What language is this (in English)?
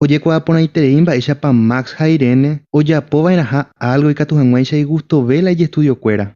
Guarani